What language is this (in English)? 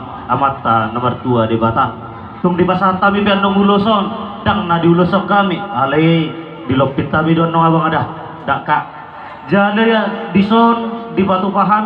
Batak Toba